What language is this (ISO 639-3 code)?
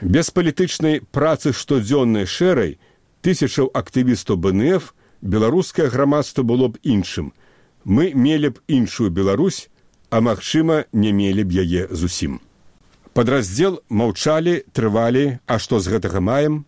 bel